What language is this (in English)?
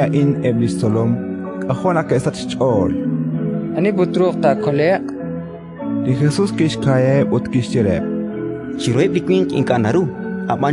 Kekchí